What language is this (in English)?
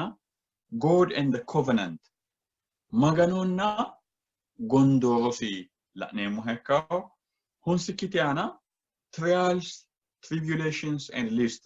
Sidamo